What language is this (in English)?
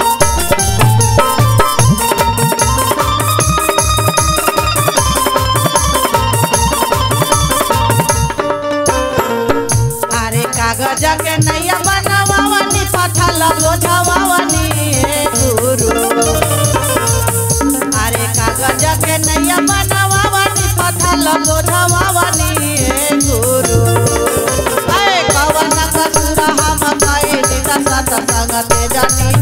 Bhojpuri